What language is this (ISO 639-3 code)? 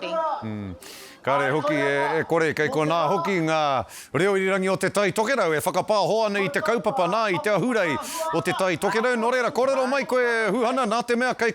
mri